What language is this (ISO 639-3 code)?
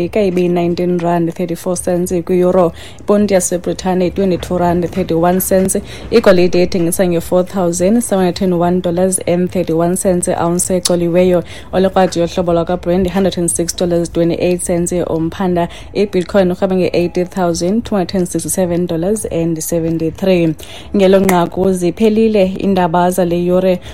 xho